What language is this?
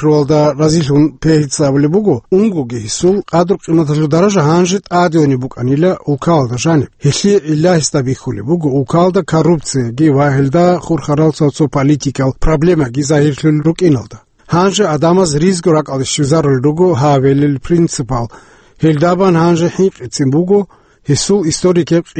Avaric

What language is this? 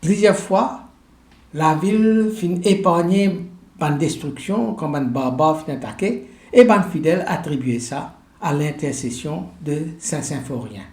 Morisyen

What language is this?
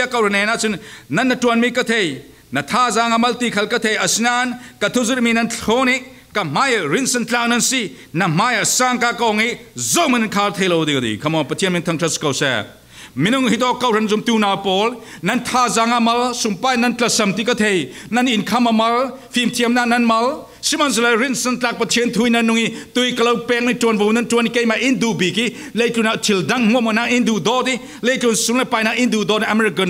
Falam Chin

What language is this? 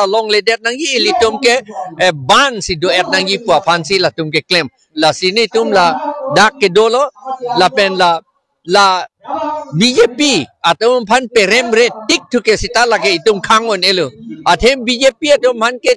Karbi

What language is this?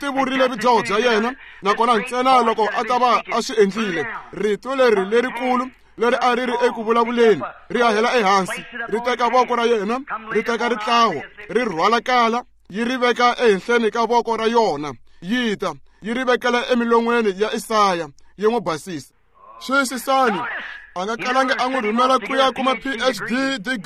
Tsonga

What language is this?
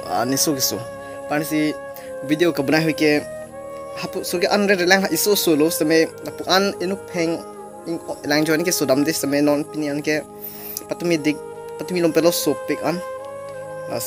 Karbi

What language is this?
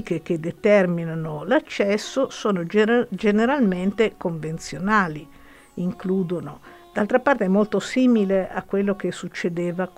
Italian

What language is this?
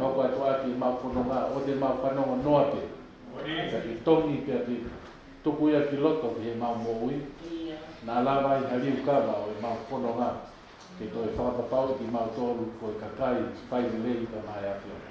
Tongan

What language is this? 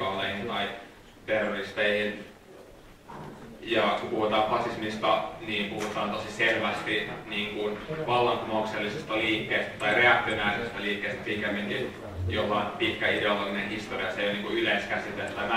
Finnish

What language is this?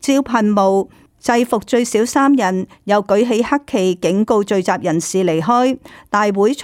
Cantonese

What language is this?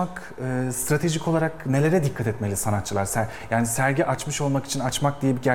Turkish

